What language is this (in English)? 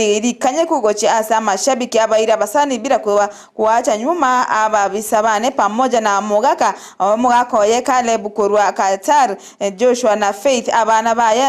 Gusii